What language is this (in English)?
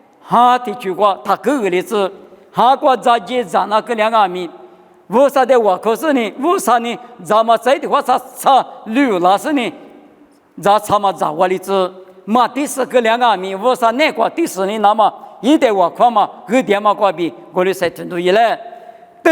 Lisu